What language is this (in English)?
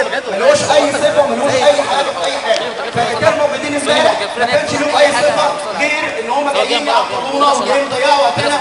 Egyptian Arabic